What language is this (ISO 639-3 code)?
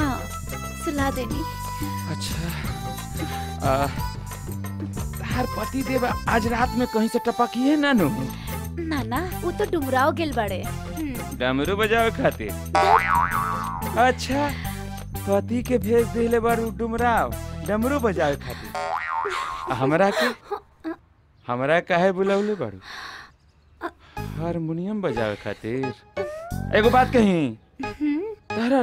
bho